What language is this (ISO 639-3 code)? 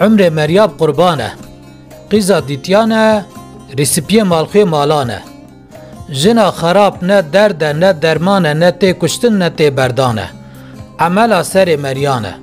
kur